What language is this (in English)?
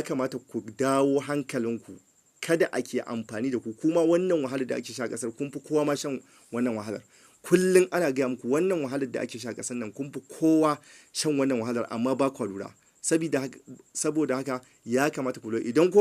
Hausa